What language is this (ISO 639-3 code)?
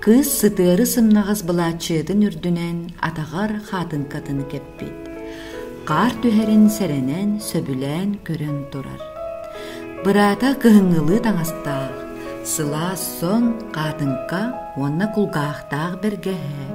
sah